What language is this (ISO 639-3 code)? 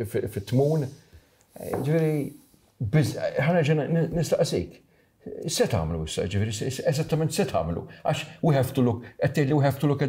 mlt